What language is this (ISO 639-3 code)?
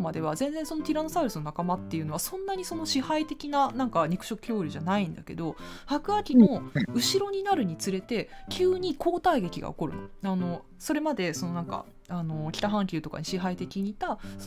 jpn